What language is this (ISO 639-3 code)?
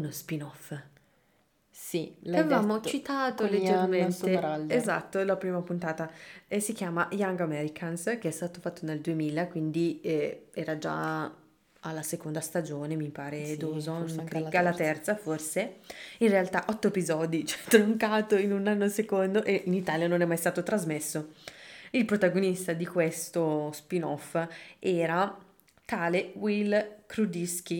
ita